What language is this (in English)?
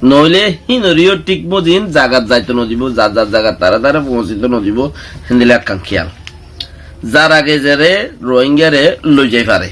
Rohingya